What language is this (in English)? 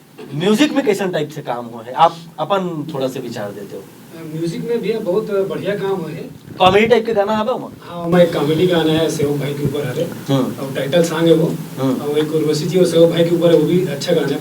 Chhattisgarhi